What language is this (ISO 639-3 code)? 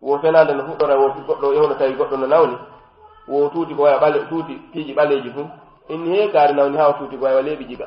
ful